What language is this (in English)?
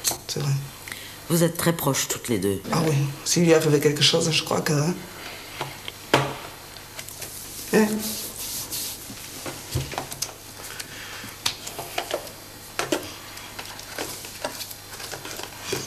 French